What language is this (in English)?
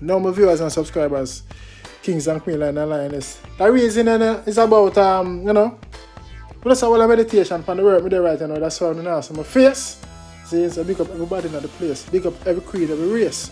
Jamaican Creole English